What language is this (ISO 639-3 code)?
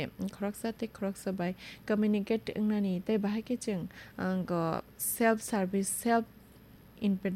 trp